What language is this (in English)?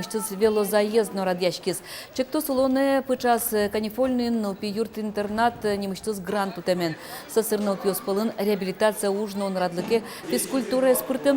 Udmurt